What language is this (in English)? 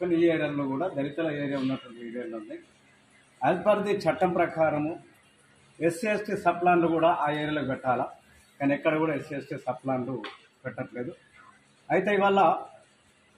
Telugu